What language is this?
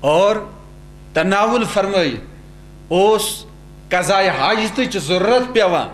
Kashmiri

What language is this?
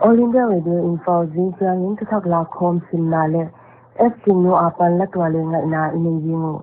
Paite Chin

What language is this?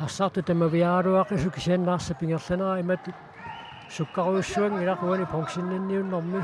Kalaallisut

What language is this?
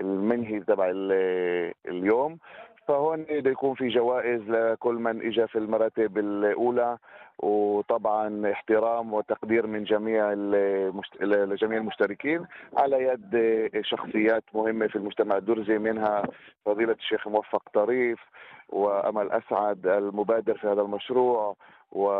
North Levantine Arabic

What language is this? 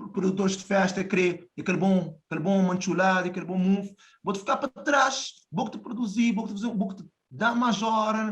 Kabuverdianu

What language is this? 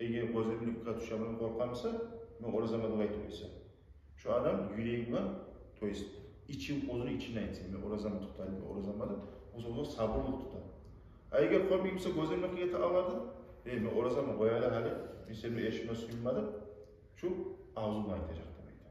Kumyk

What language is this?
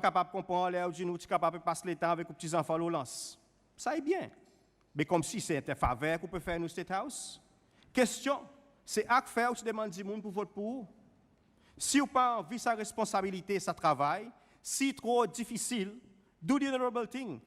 Seselwa Creole French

